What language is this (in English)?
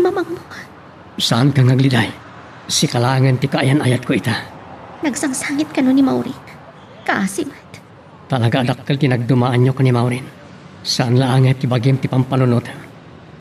Iloko